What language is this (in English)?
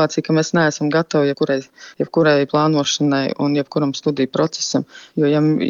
Latvian